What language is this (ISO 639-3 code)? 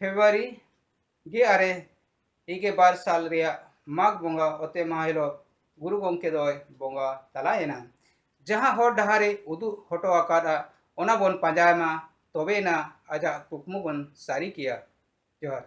sat